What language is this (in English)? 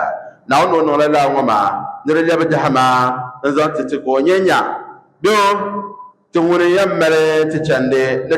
Dagbani